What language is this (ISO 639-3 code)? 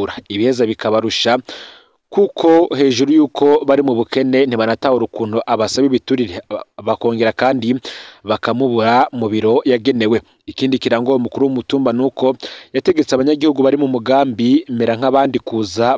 run